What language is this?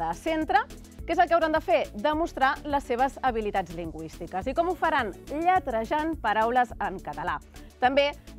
Catalan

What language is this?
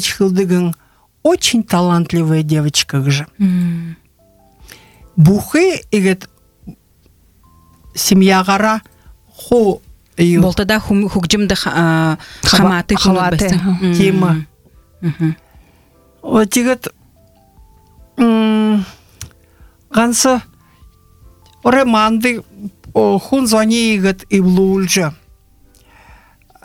Buriat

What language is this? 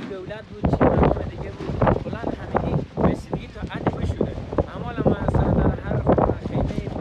Persian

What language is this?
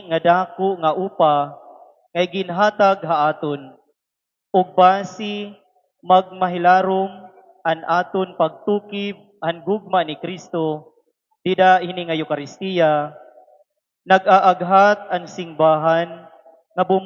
Waray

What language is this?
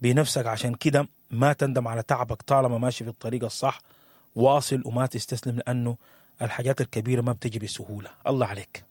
Sudanese Arabic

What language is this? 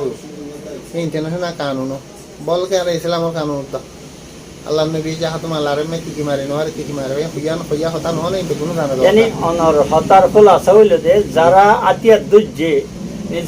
Rohingya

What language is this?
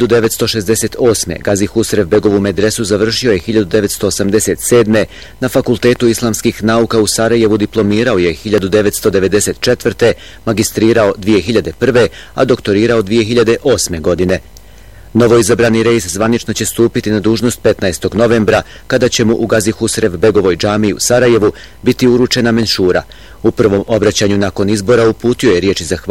Bosnian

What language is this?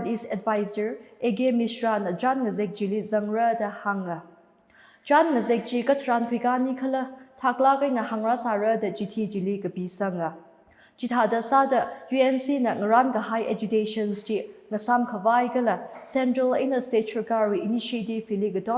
Tangkhul Naga (India)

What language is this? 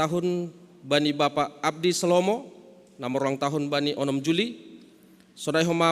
Batak Simalungun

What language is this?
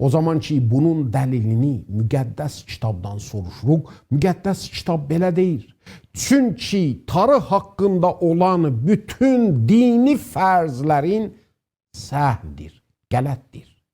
South Azerbaijani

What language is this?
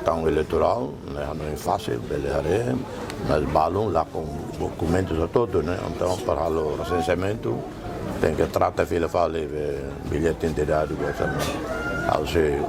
Tetum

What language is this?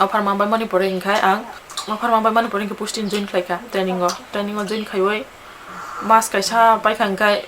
Kok Borok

